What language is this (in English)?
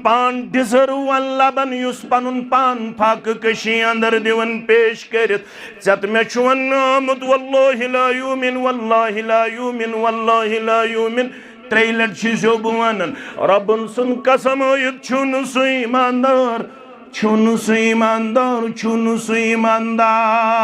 Kashmiri